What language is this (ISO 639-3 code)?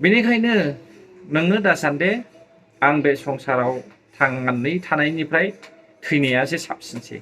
brx